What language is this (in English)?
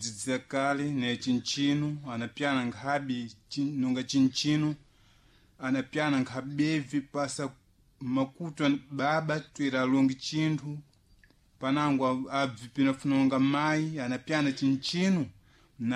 Sena